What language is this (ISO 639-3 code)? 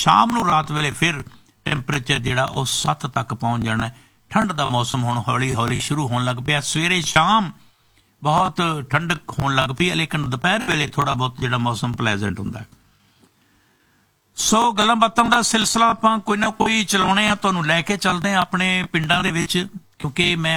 pan